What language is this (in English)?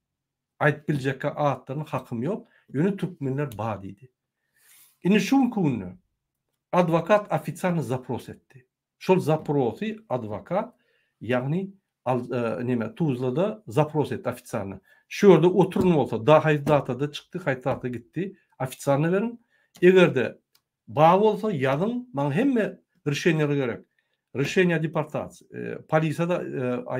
Turkmen